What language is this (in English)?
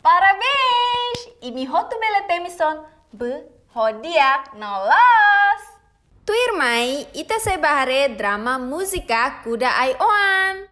Tetum